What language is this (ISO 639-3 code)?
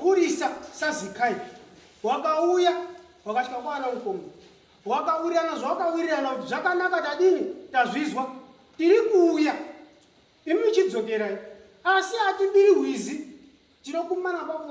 sna